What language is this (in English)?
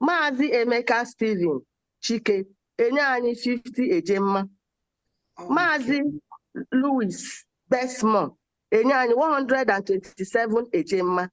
Igbo